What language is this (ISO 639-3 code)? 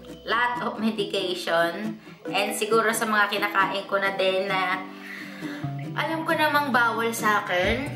fil